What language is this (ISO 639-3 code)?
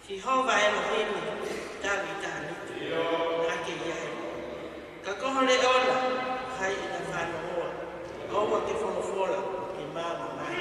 ton